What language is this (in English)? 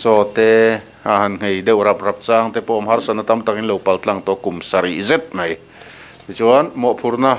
Mizo